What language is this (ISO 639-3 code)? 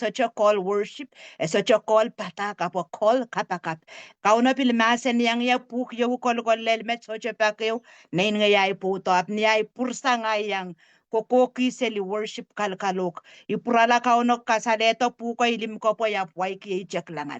pon